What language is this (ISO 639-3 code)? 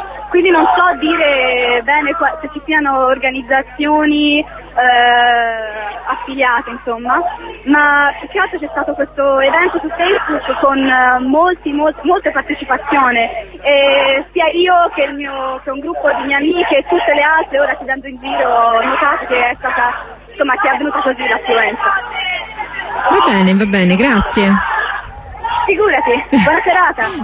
ita